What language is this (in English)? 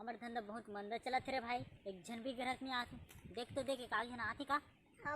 Chhattisgarhi